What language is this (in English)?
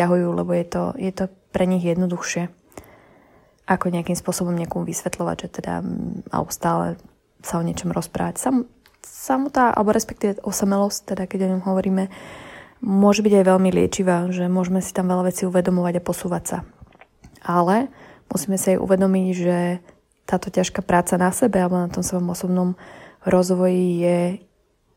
Slovak